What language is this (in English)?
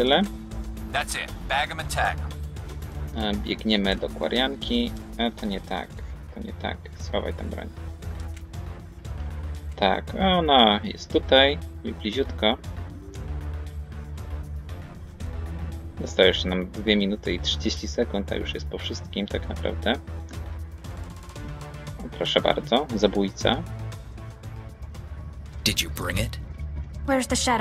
Polish